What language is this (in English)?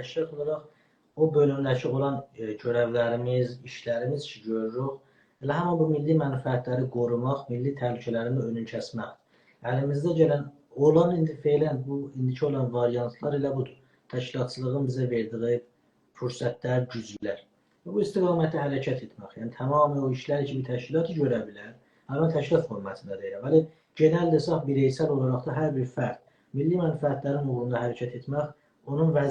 South Azerbaijani